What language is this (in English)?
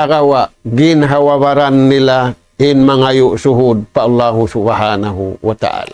Tausug